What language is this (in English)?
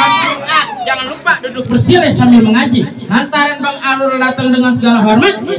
Betawi